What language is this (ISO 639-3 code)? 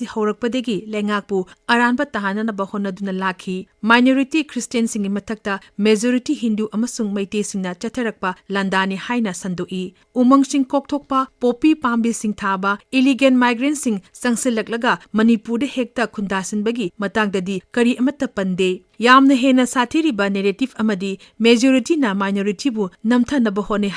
mni